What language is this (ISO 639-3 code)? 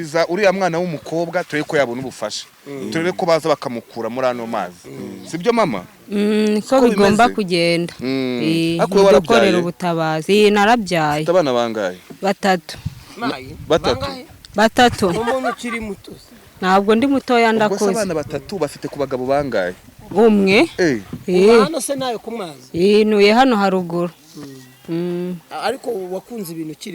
kin